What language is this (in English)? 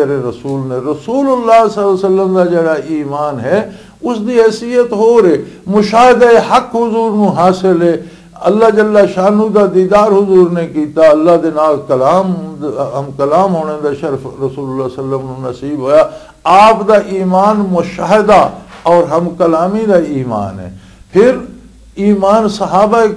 Western Panjabi